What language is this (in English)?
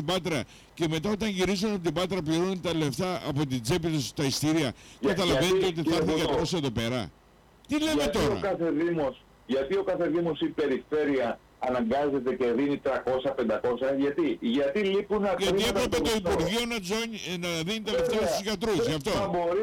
Greek